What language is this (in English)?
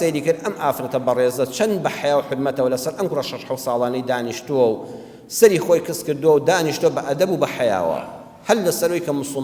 Central Kurdish